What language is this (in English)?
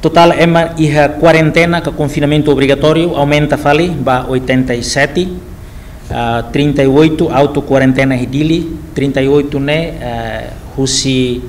Tetum